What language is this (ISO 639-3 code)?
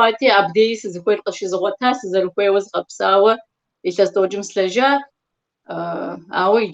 kbd